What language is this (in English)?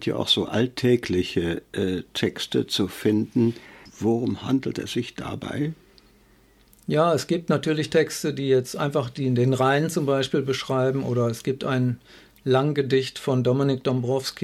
German